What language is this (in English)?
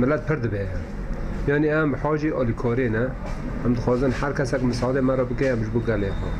Kurdish